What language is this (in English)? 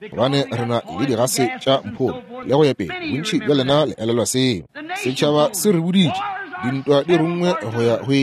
Northern Sotho